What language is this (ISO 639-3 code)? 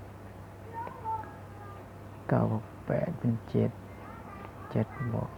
lao